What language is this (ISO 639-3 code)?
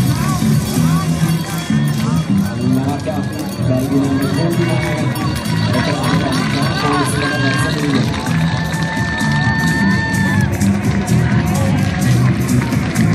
slk